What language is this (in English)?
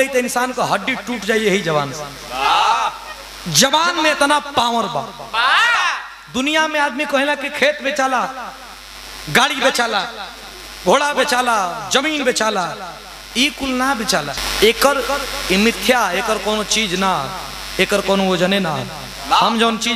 Bhojpuri